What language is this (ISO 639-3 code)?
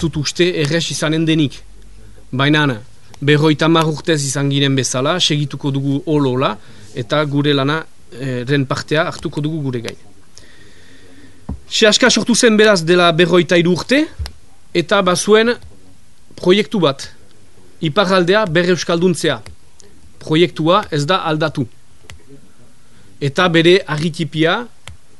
eus